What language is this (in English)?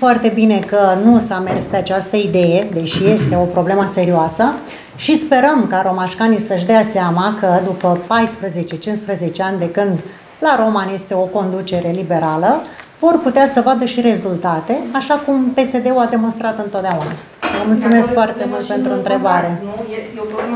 Romanian